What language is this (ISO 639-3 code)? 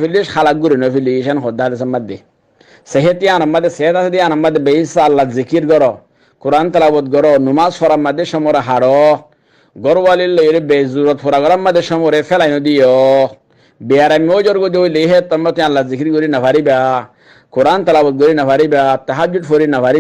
rhg